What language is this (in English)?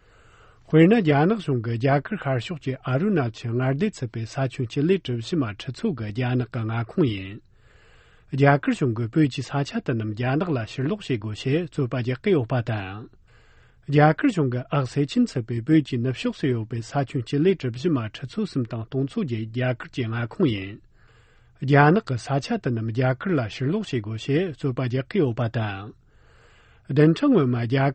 Tibetan